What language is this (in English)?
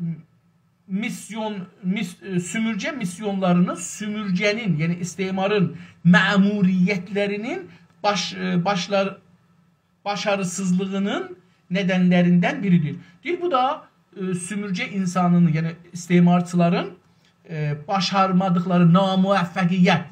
South Azerbaijani